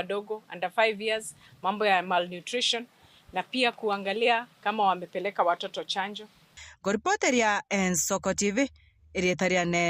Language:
Gusii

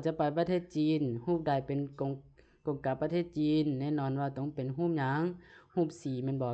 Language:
Lao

